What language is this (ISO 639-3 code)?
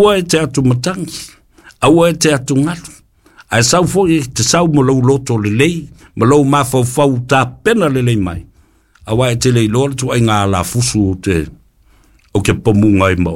smo